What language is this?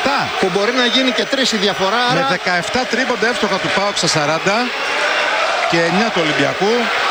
Greek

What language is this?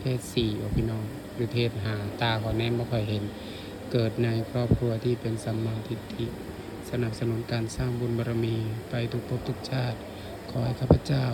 Northeastern Thai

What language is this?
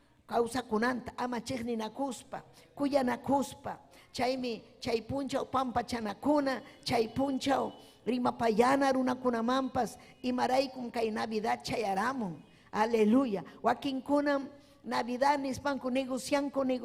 Ayacucho Quechua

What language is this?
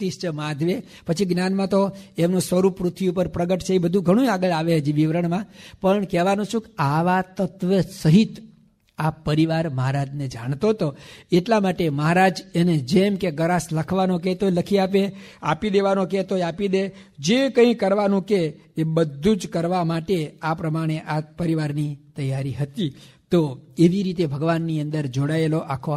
Gujarati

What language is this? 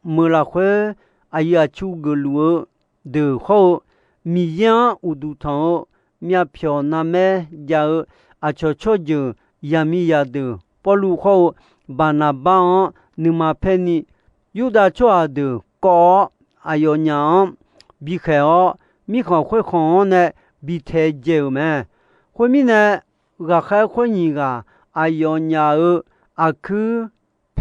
Akha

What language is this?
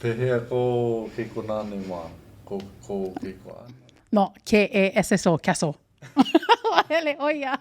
Hawaiian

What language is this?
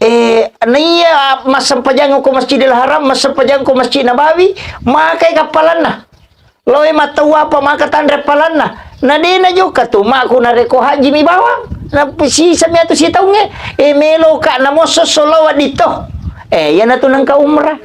Buginese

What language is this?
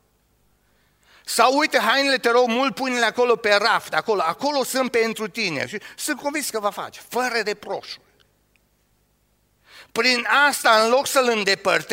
Romanian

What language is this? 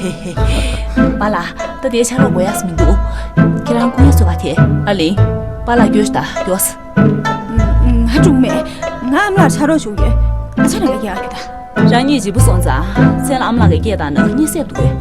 Tibetan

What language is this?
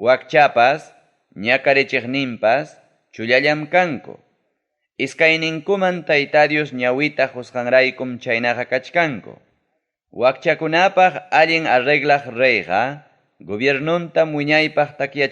Ayacucho Quechua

